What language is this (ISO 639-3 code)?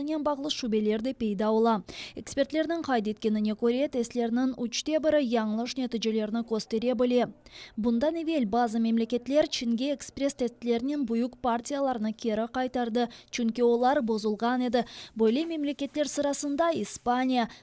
crh